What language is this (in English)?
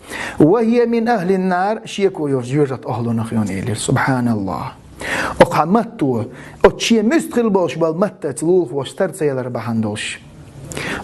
Chechen